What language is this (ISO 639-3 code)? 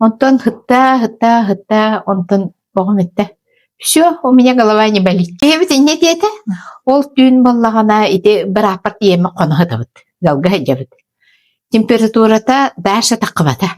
sah